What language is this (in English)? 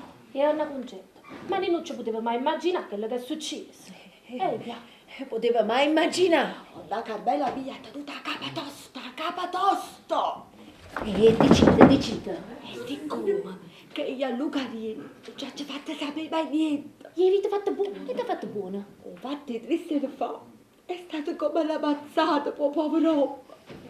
Neapolitan